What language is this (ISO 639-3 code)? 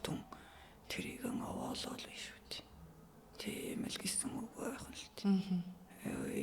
mon